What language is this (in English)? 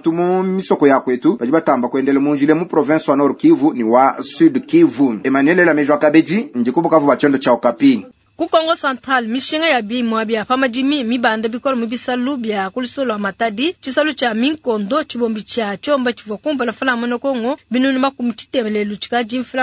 Luba-Lulua